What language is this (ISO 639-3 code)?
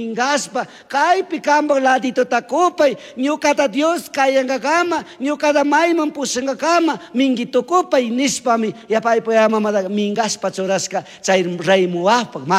qug